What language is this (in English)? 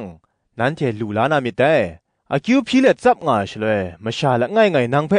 Kachin